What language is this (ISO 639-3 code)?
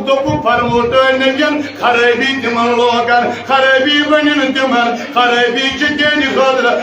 kas